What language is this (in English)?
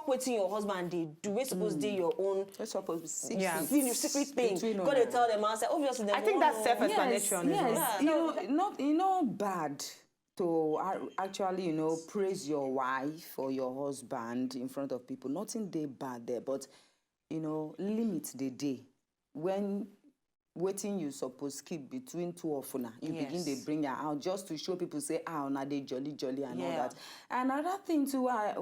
Nigerian Pidgin